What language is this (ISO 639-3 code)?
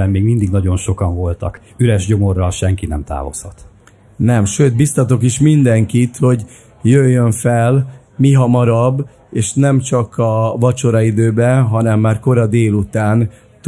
hun